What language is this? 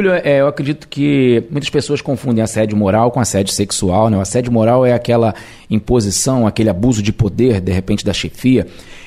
Portuguese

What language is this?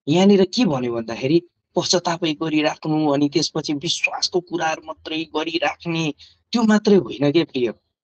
Nepali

